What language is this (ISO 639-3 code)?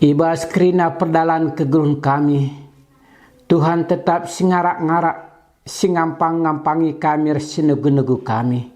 btx